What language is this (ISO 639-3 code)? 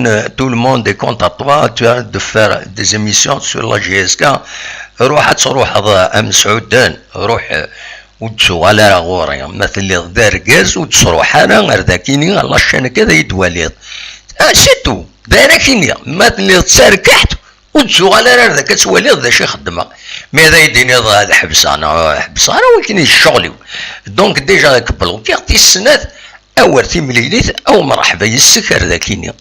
kab